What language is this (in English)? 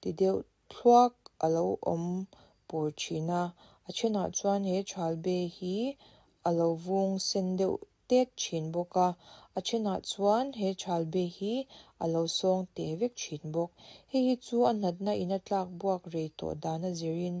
Mizo